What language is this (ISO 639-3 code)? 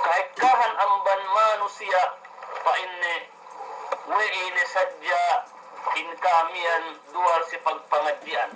yka